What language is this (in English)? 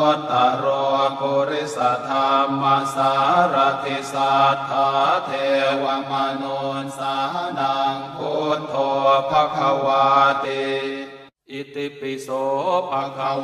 Pali